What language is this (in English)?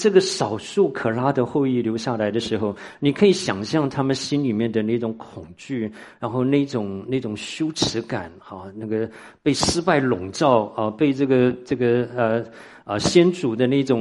Chinese